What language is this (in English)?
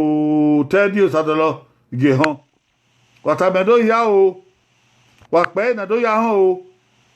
Bini